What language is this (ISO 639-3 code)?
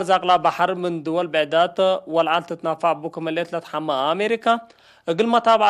tig